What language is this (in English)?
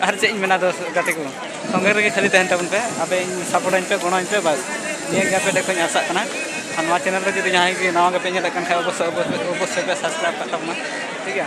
Santali